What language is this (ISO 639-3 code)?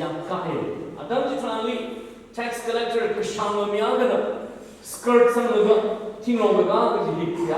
nmf